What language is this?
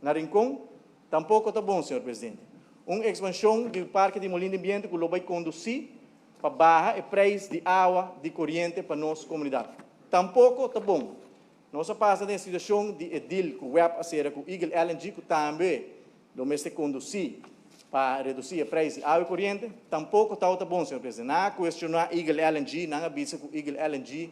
Papiamento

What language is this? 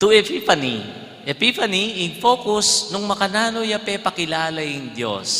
Pampanga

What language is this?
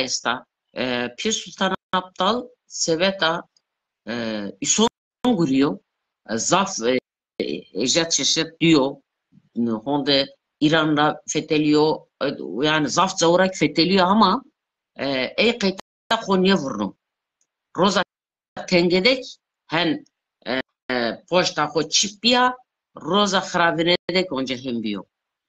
Zaza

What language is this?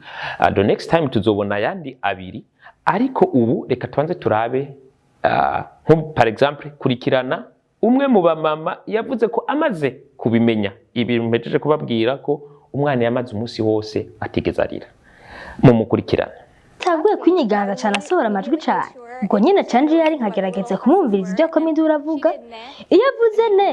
Rundi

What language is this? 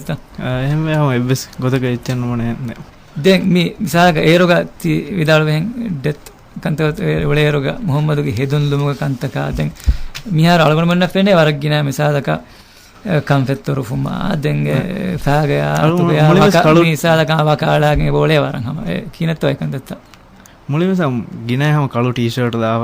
Divehi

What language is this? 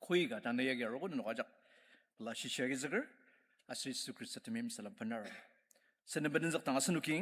Ao Naga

